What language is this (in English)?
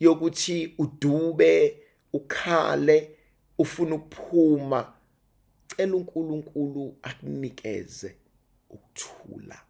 Zulu